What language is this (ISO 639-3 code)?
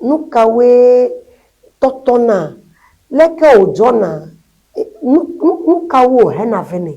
ewe